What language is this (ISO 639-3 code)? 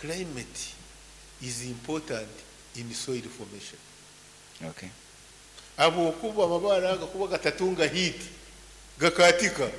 nyn